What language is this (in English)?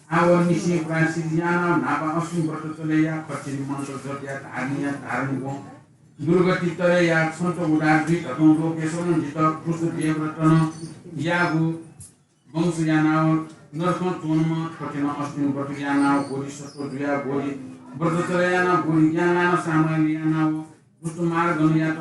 Newari